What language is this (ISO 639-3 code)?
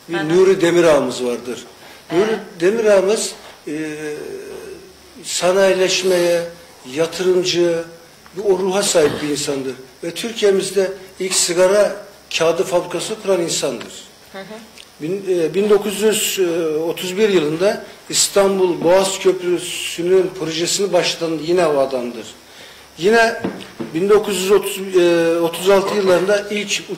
tur